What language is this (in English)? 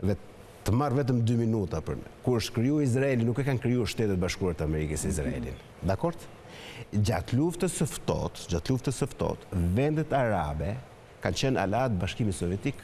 Albanian